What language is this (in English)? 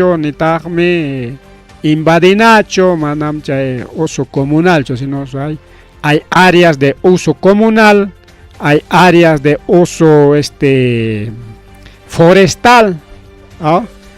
Ayacucho Quechua